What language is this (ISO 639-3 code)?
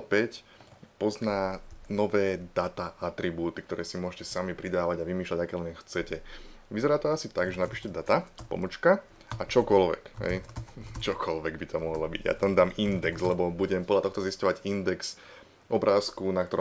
slk